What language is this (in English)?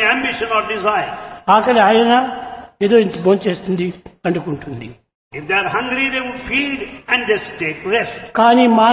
Telugu